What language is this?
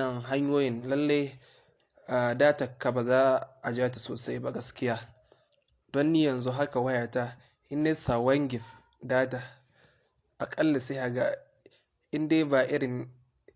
Hausa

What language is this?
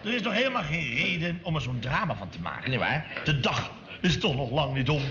Dutch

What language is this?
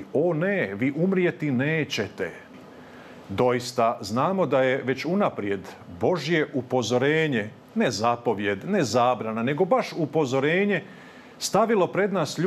Croatian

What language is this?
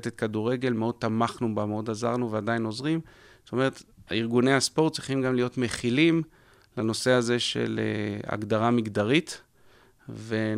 Hebrew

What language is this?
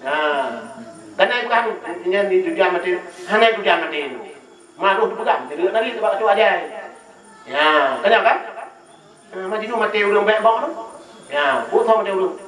Achinese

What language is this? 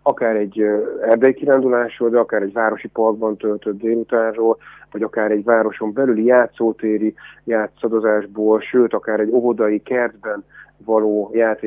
Hungarian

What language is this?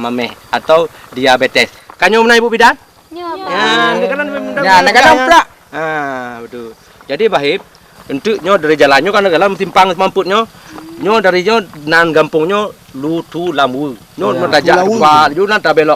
Achinese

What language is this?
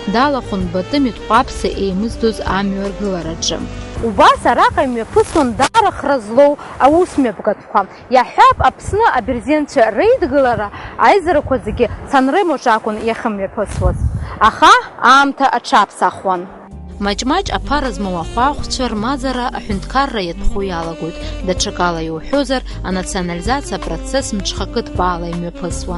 Abkhazian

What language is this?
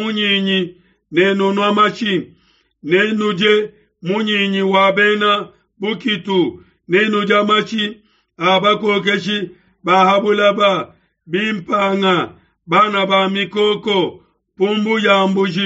Luba-Lulua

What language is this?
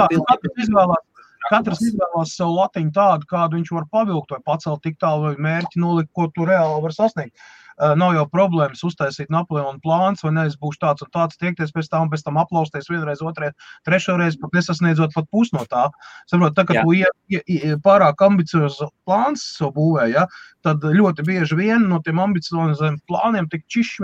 Latvian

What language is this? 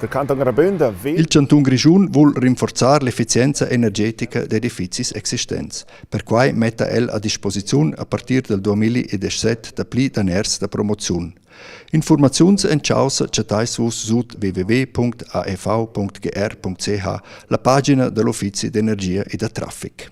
Romansh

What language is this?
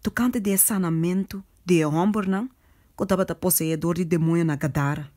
Papiamento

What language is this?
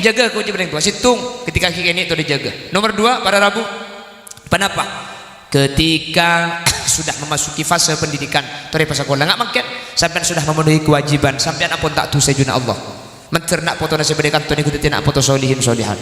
Madurese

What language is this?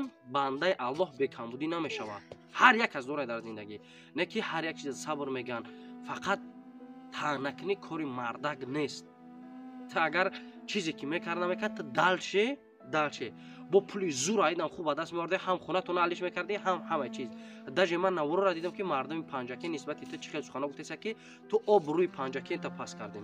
Tajik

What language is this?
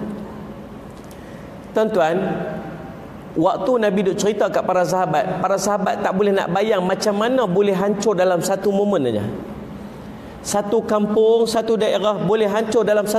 Malay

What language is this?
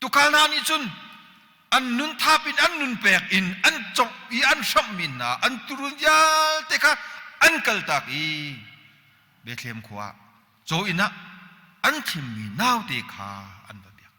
Hakha Chin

